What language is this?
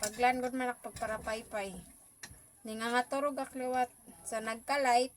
Waray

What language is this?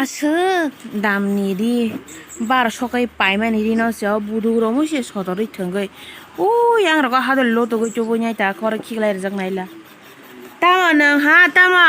Kok Borok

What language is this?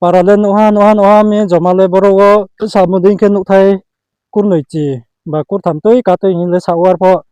Riang (India)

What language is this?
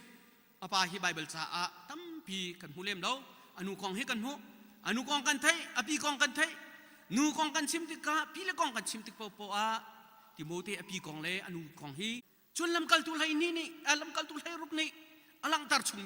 Hakha Chin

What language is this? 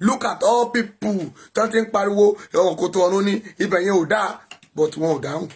Yoruba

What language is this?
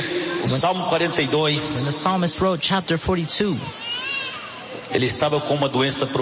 Portuguese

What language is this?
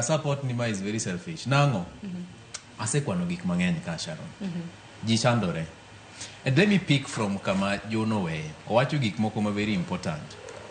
Luo (Kenya and Tanzania)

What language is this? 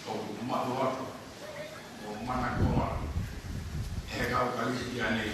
Tongan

